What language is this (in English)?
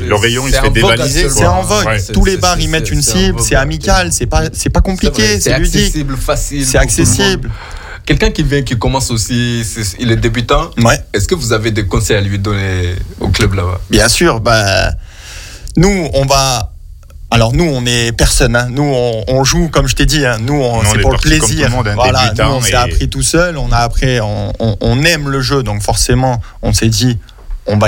French